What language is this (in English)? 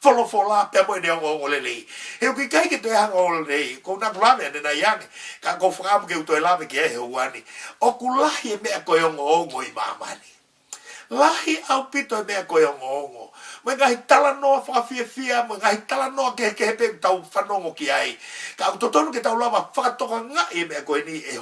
Tongan